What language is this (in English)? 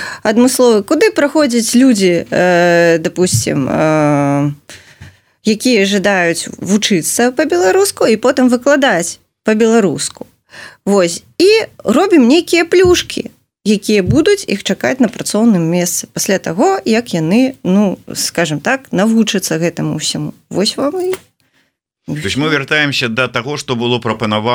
Belarusian